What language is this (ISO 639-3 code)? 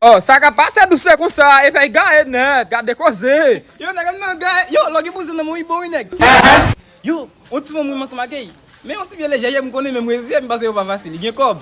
hat